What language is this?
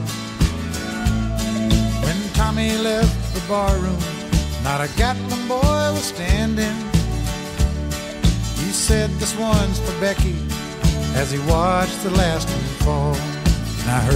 English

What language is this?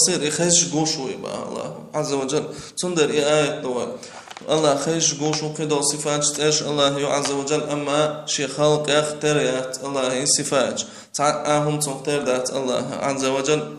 Chechen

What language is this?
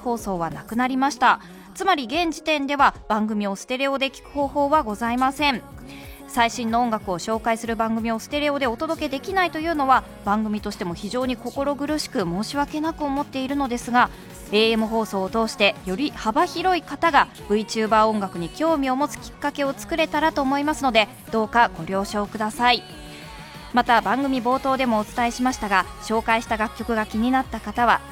Japanese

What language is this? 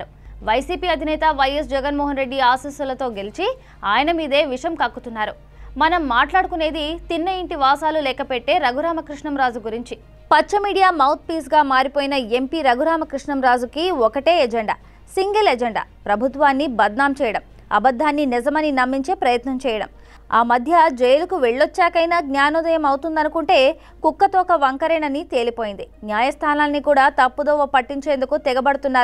Telugu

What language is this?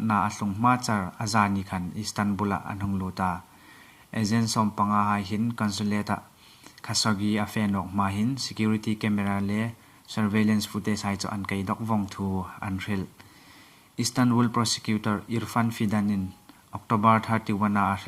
Hmar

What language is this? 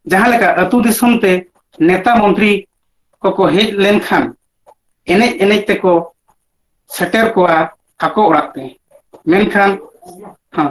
Santali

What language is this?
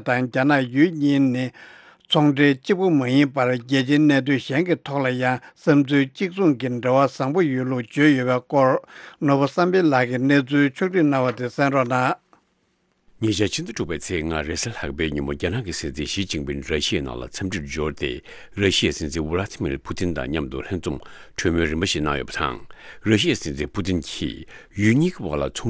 Tibetan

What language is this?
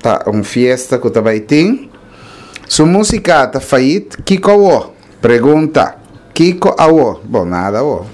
Papiamento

